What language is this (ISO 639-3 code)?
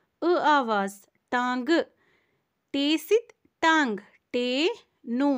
kas